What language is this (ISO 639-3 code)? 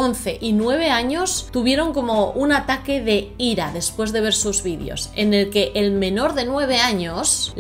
spa